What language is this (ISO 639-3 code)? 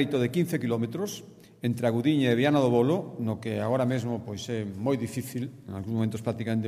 glg